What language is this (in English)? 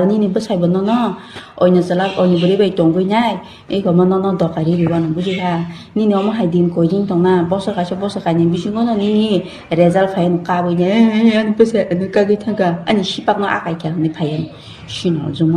Kok Borok